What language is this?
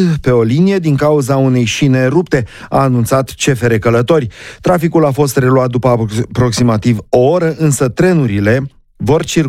Romanian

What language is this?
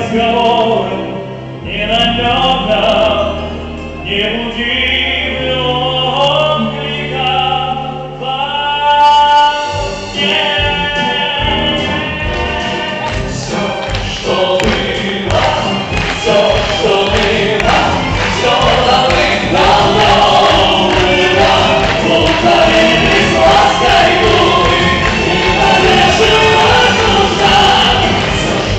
Russian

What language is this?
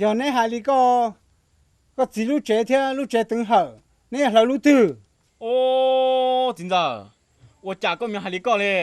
Hmong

